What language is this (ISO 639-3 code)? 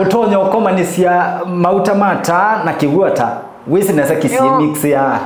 kam